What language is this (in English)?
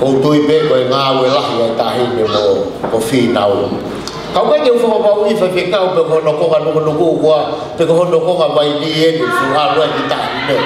Tongan